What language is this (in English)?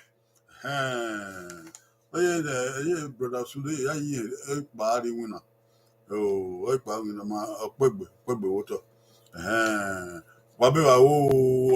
Bini